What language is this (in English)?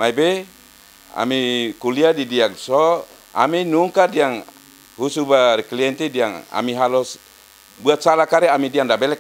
Tetum